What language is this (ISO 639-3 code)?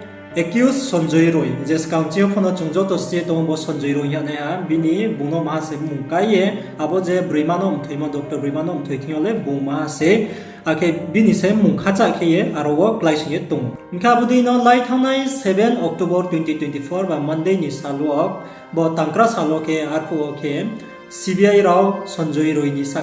ria